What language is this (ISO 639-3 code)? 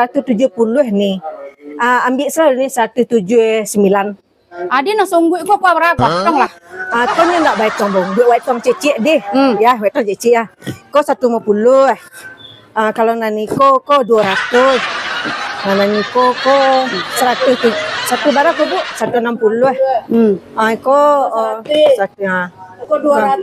min